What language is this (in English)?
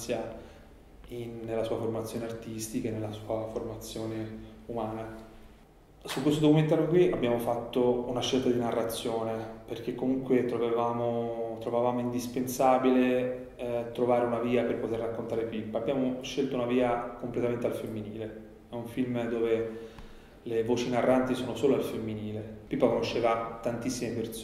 Italian